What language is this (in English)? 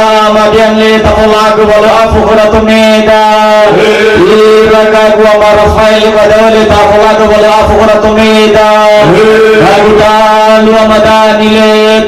Nias